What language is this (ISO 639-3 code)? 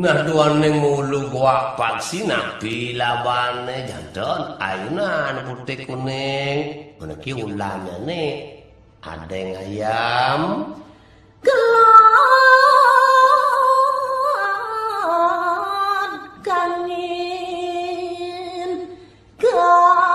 ban